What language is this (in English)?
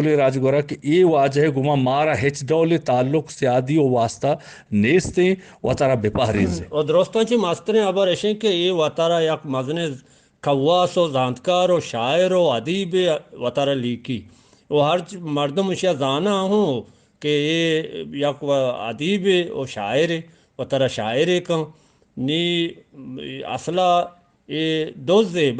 Eastern Balochi